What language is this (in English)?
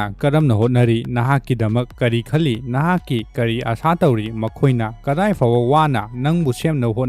Manipuri